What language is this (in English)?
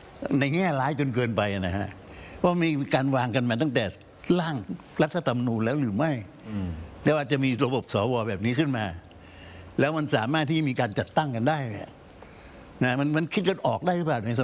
Thai